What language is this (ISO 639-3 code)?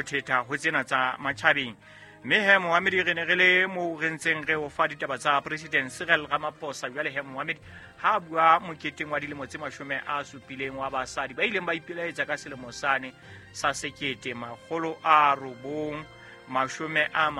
sot